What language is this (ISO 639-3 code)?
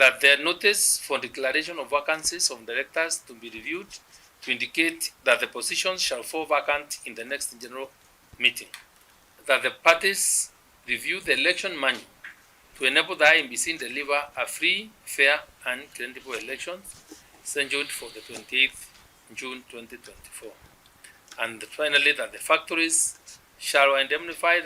mer